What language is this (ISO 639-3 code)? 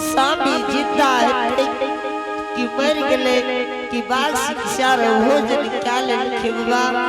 anp